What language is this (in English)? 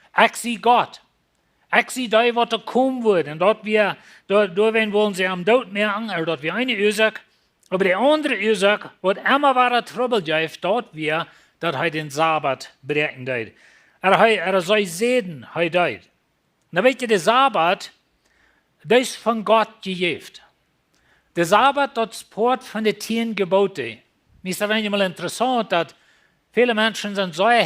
Plautdietsch